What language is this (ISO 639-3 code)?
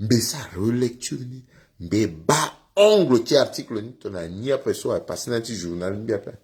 sag